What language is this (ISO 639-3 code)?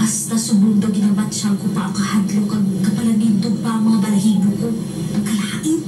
hil